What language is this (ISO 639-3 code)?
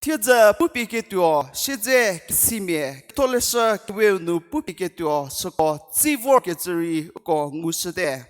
njm